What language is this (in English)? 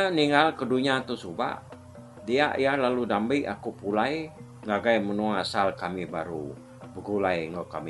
Iban